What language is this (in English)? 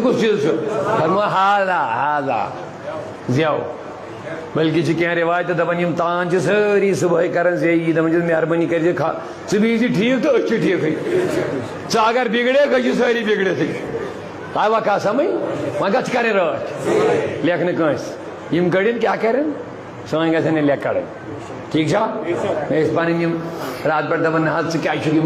Kashmiri